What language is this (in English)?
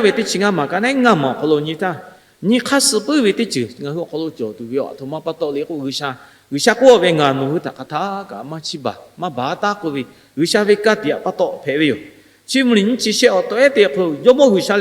Lahu